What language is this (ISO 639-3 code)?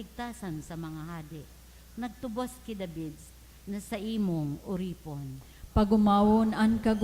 bik